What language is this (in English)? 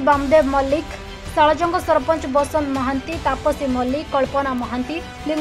Odia